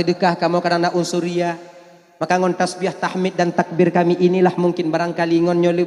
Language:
Achinese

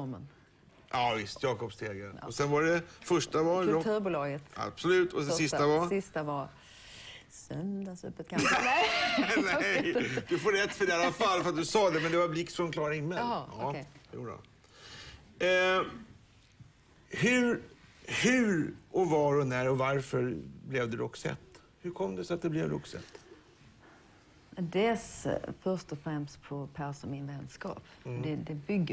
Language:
Swedish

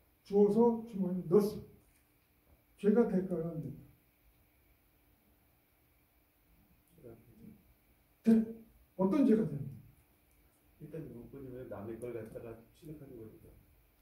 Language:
Korean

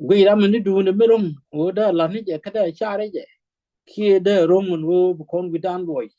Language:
Nuer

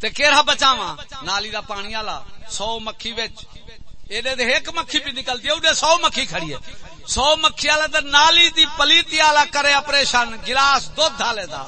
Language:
Saraiki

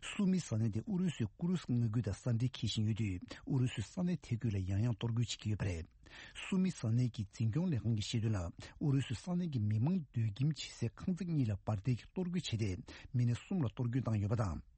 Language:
Tibetan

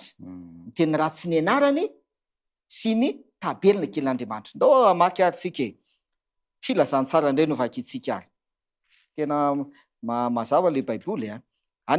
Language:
Malagasy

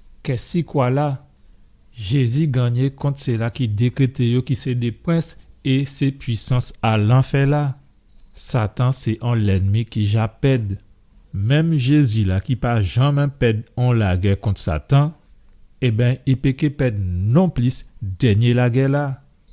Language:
Guadeloupean Creole French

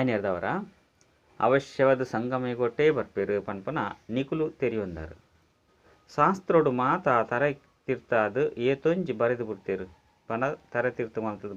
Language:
Tulu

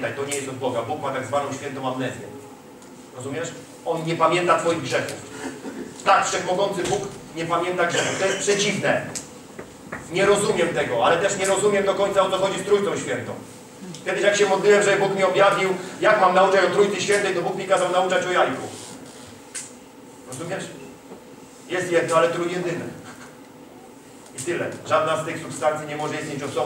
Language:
Polish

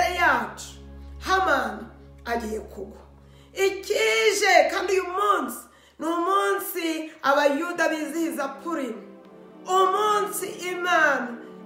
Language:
Kinyarwanda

